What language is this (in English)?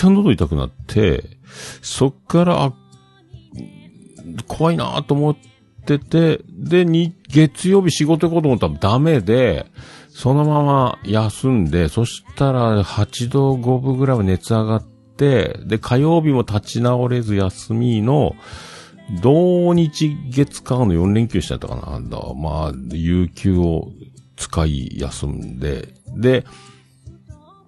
Japanese